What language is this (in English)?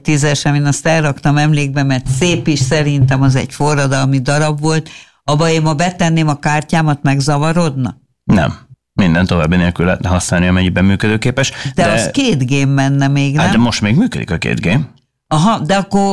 Hungarian